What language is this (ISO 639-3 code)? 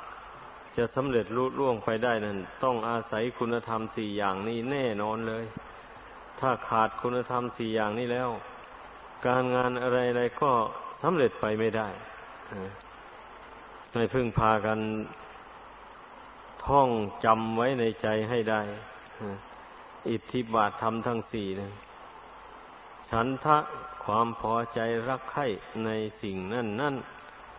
tha